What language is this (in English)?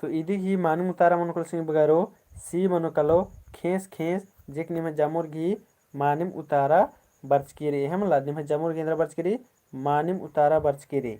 Kurukh